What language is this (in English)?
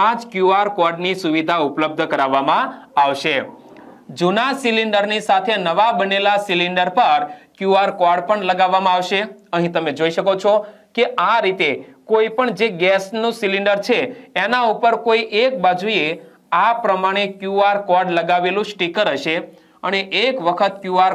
Gujarati